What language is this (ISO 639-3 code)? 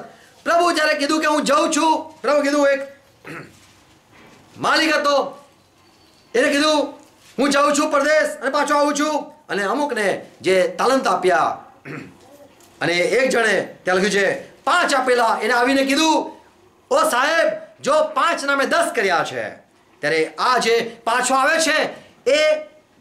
guj